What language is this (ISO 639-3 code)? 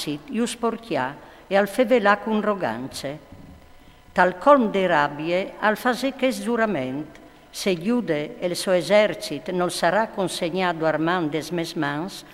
fur